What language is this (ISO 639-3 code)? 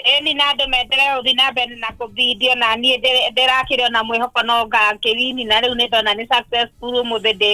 kik